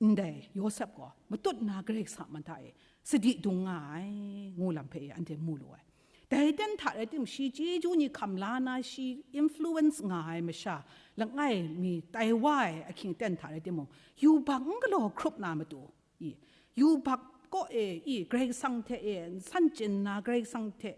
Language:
Kachin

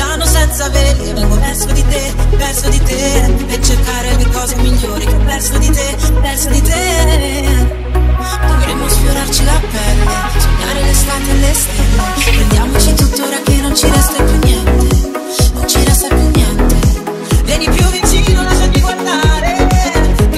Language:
Italian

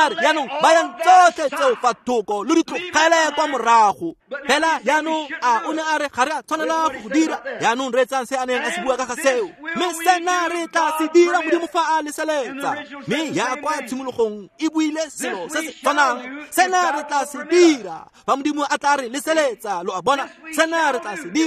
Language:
Tswana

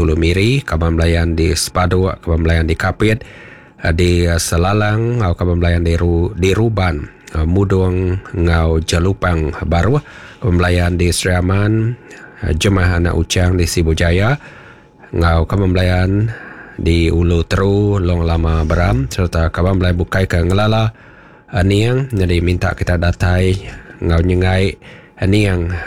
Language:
Iban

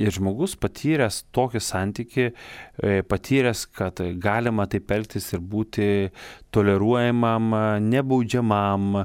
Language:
Lithuanian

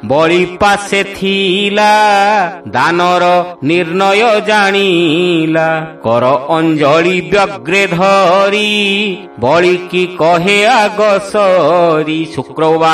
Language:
Odia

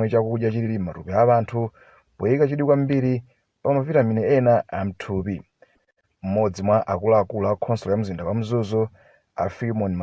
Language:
Nyanja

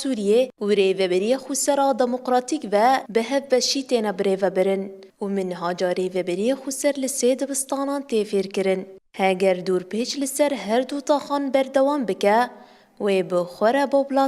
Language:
Kurdish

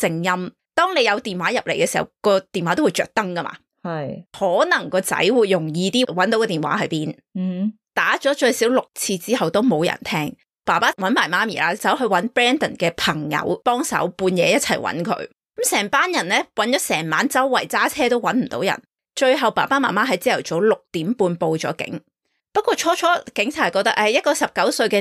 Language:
Cantonese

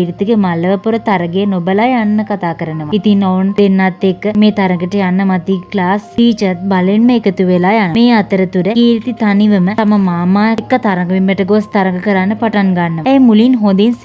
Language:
Sinhala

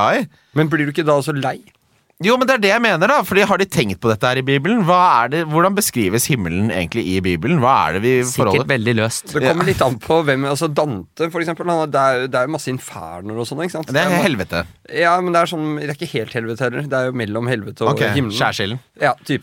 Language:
Norwegian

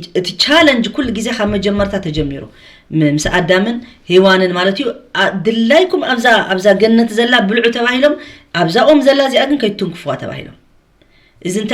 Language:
Tigrinya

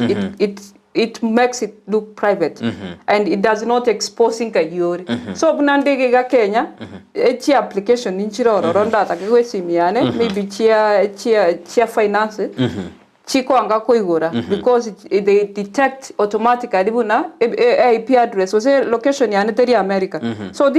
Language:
Gusii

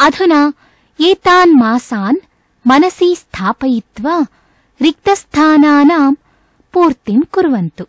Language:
Sanskrit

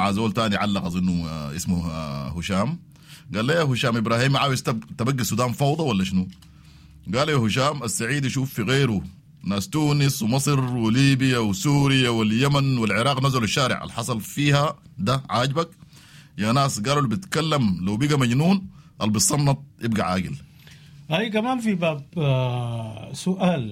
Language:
Sudanese Arabic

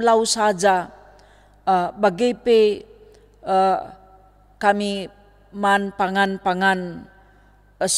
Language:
Batak Karo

